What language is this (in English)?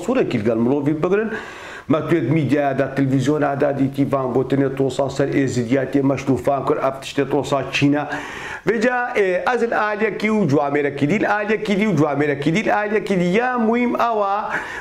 Kurdish